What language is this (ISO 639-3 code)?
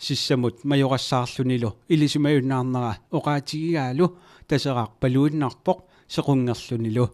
kal